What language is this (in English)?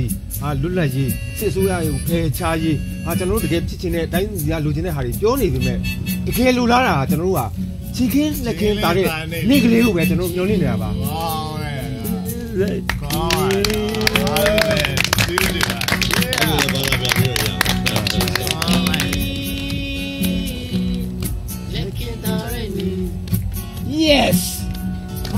Burmese